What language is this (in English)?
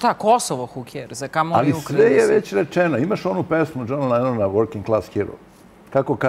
Serbian